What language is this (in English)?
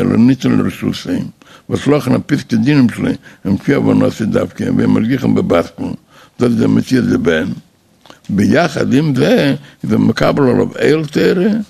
Yiddish